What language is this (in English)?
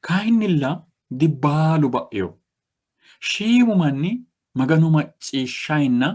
Sidamo